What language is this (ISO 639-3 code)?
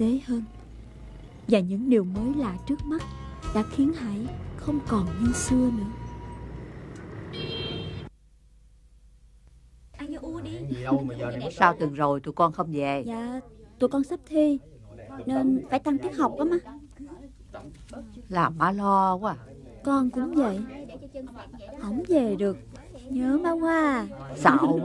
vie